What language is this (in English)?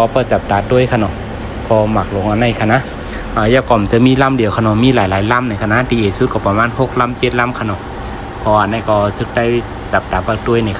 Shan